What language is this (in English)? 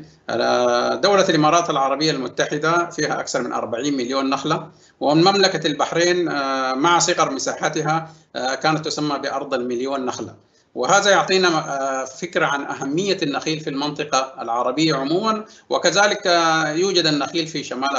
Arabic